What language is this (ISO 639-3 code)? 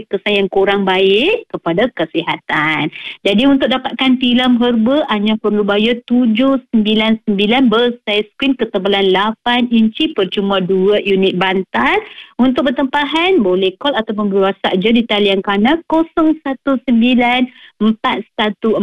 msa